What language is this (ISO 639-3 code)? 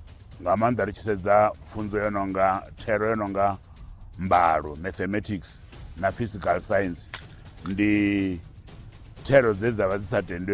ven